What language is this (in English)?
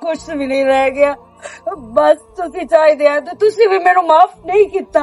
Western Panjabi